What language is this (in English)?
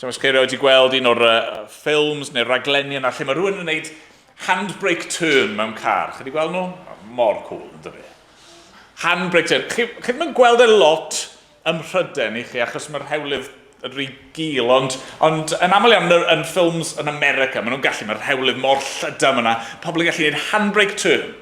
Welsh